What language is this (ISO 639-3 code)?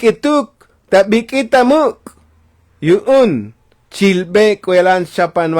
tzo